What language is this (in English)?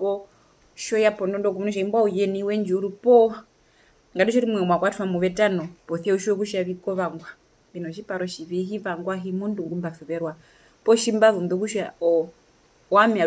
Herero